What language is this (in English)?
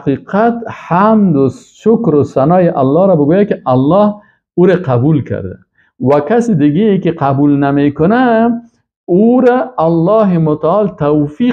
Persian